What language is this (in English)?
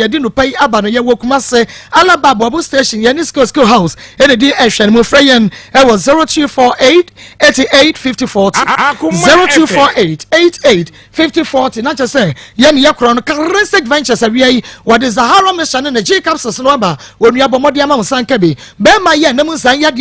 Akan